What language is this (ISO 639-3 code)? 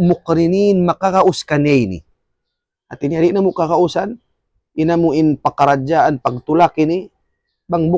tsg